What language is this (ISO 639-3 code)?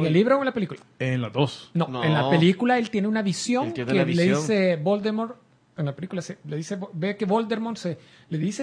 spa